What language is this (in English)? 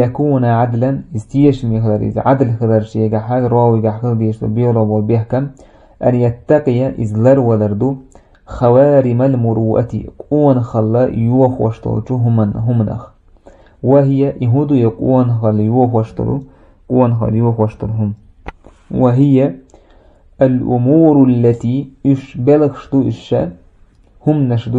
Chechen